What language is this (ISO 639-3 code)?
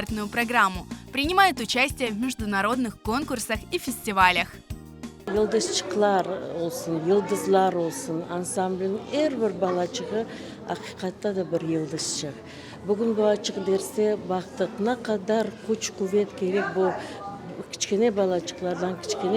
crh